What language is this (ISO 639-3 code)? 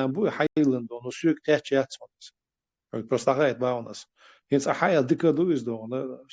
che